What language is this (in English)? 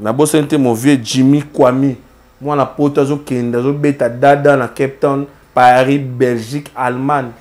Lingala